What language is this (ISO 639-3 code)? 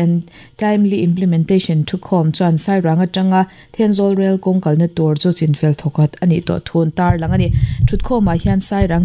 lus